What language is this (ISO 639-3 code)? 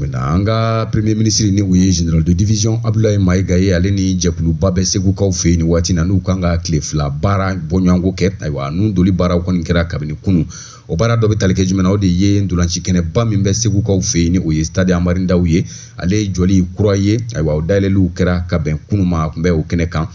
bam